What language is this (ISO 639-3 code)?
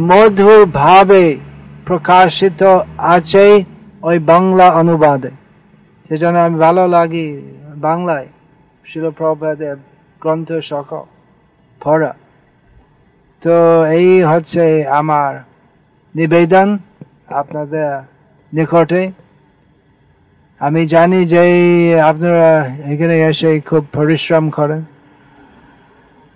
ben